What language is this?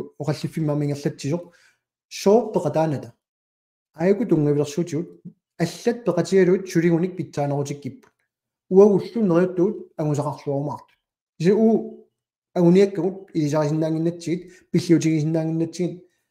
Kalaallisut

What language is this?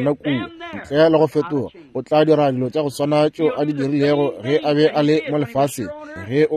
Northern Sotho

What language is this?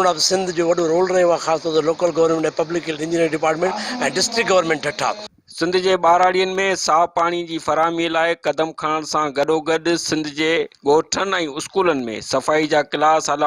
Sindhi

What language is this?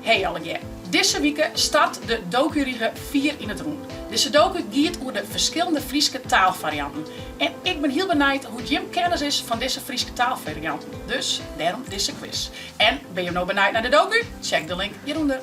Western Frisian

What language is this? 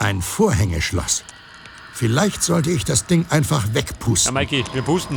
Bavarian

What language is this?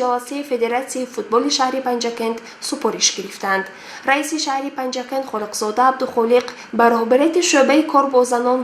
Tajik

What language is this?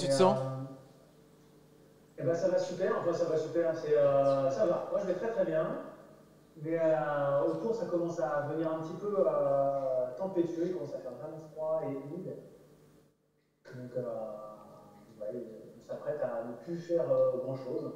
French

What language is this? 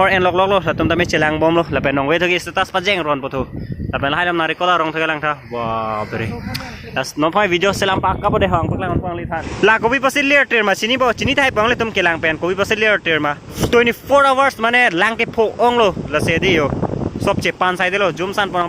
Karbi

